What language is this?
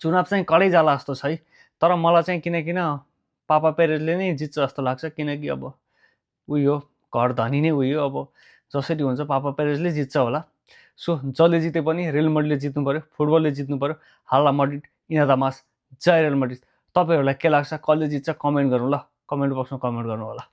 Nepali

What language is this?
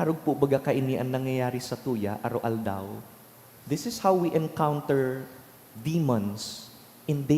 Bikol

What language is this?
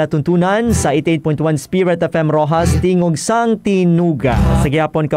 Hiligaynon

